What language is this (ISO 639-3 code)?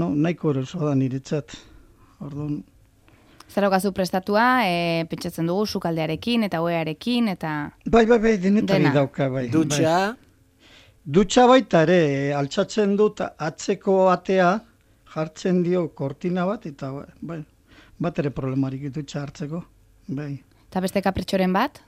eus